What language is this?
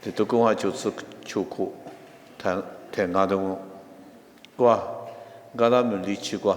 Lisu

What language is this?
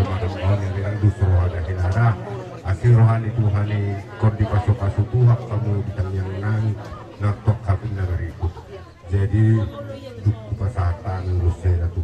Batak Toba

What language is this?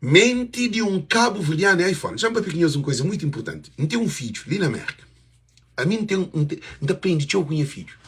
Kabuverdianu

